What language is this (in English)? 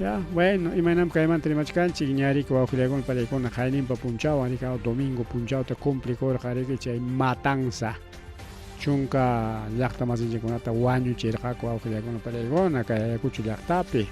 Ayacucho Quechua